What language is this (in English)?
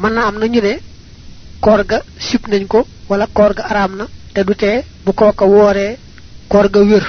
Wolof